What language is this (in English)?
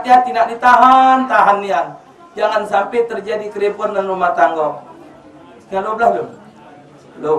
Musi